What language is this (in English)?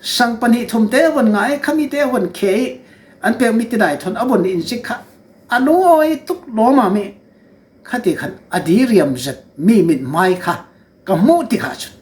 Falam Chin